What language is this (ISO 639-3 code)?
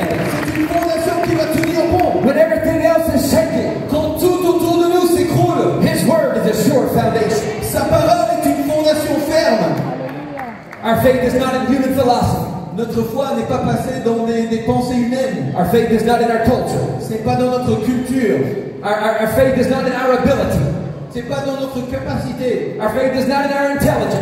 fra